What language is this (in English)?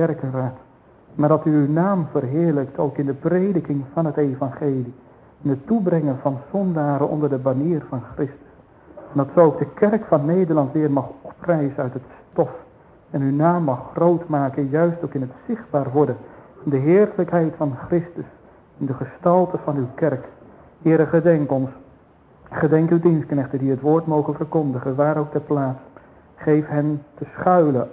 Dutch